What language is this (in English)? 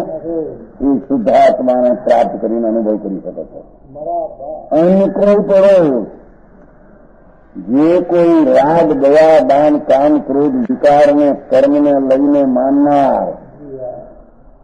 Gujarati